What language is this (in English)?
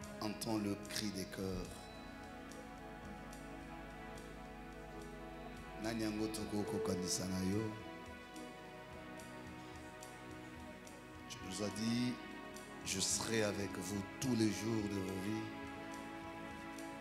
French